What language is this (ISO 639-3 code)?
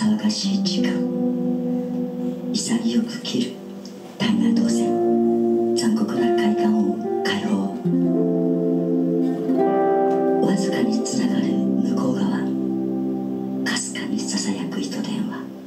jpn